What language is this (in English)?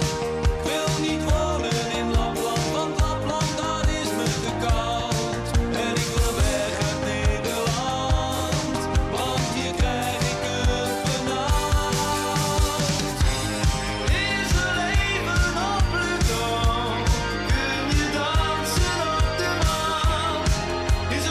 Dutch